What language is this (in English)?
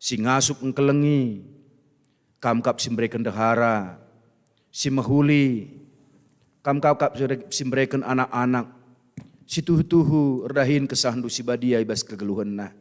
Batak Karo